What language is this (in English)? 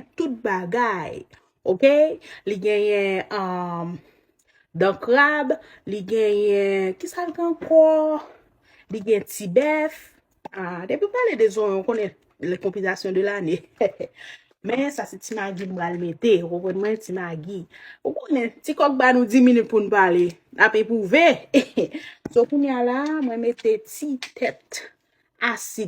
Haitian Creole